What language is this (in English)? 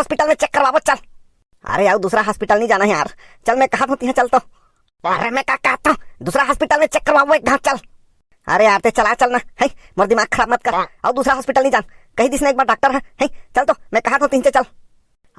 Chhattisgarhi